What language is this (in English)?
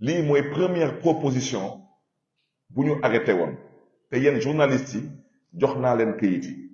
Wolof